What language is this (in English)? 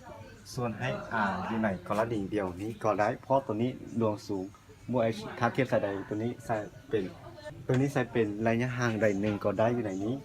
Lao